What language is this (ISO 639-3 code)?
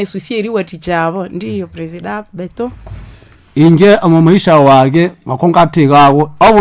nnb